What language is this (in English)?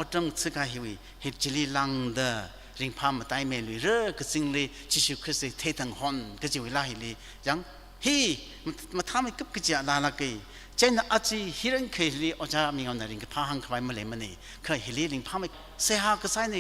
Tangkhul Naga (India)